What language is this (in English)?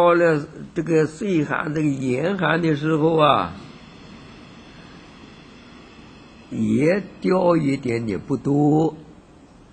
Chinese